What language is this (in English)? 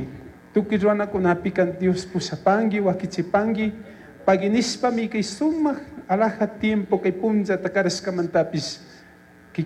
Chimborazo Highland Quichua